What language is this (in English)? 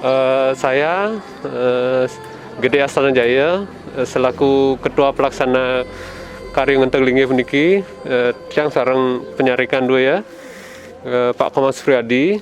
Balinese